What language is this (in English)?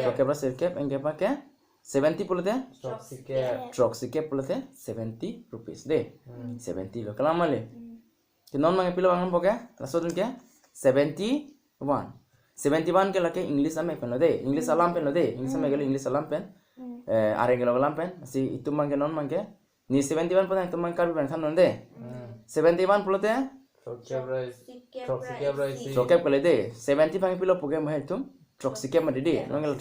Karbi